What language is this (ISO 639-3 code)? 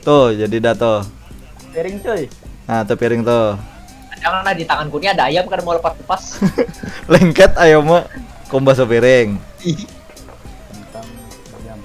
bjn